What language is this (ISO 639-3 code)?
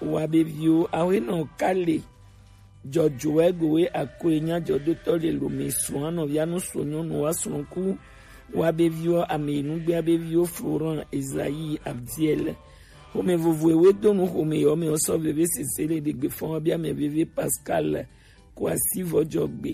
gej